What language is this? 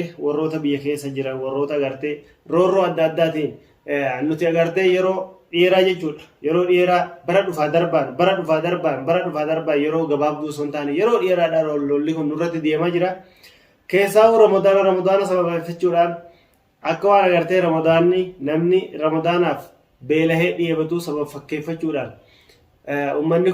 Oromo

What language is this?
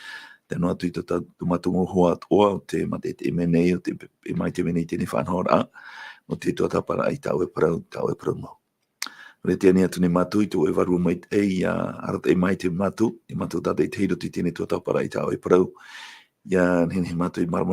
Tahitian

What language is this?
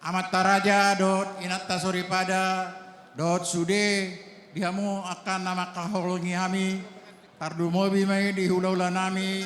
Batak Toba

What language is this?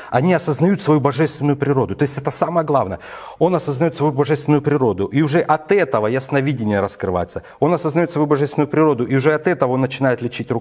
Russian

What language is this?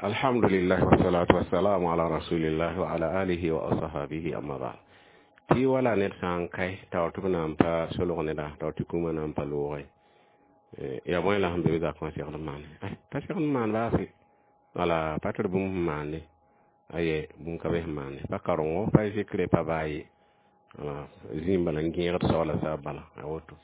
Mossi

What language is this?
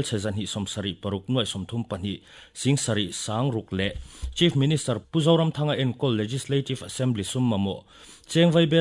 Mizo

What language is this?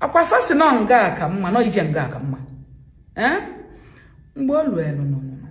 Igbo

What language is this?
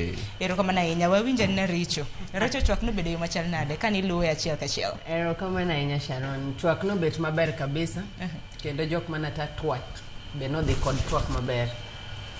Luo (Kenya and Tanzania)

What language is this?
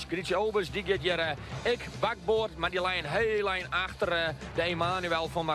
Western Frisian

